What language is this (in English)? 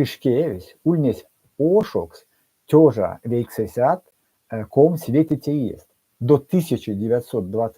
Erzya